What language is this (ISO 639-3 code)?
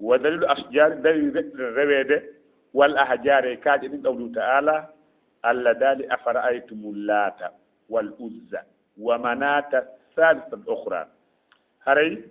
ful